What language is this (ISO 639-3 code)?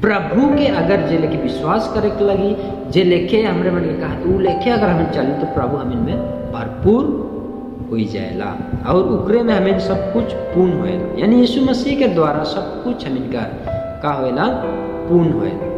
sck